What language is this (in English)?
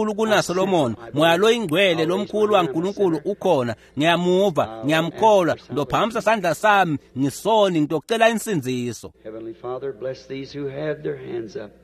Swati